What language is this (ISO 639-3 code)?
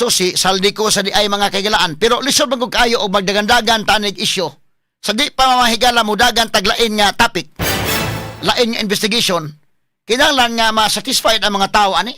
ceb